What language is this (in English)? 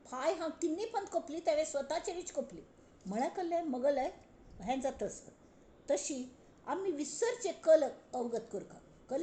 Konkani